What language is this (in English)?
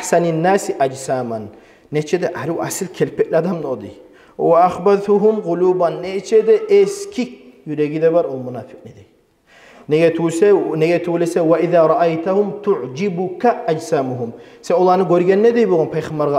Kumyk